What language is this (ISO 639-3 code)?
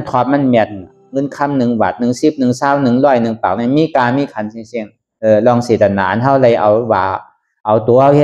shn